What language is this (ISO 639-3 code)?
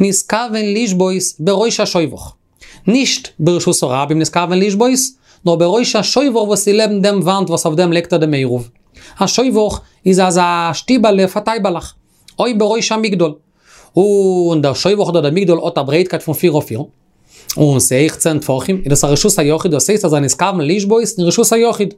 yid